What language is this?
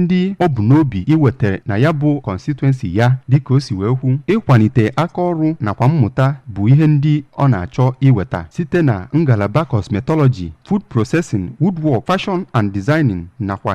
Igbo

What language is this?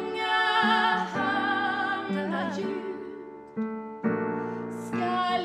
Swedish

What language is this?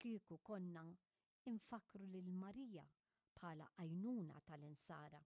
Maltese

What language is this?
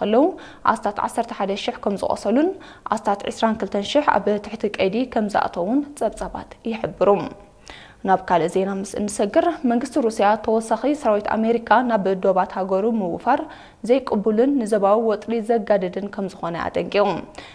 Tigrinya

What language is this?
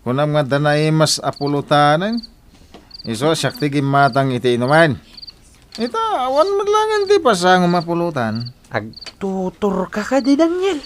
Iloko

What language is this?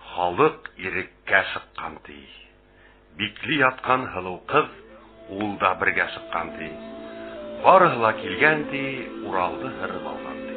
Bashkir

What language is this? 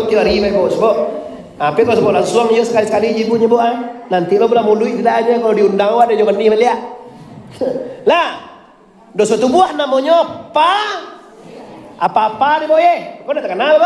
Minangkabau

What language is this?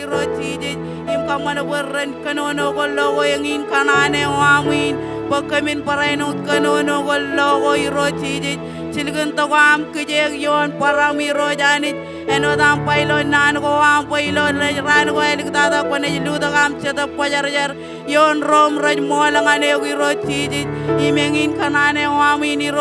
Marshallese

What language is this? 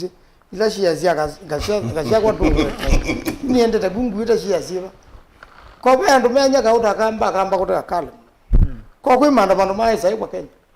Kamba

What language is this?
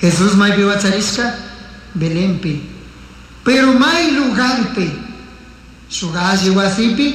Chimborazo Highland Quichua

